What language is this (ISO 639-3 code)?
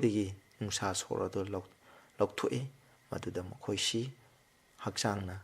mni